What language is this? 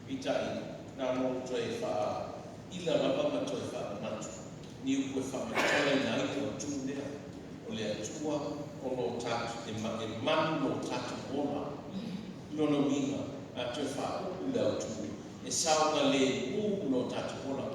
Samoan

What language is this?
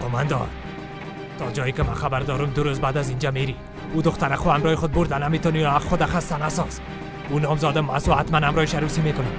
Persian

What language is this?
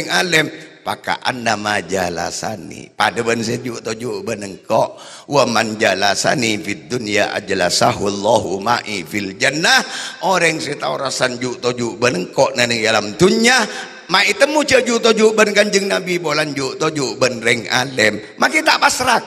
Madurese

